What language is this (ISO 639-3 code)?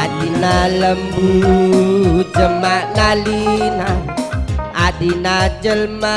btx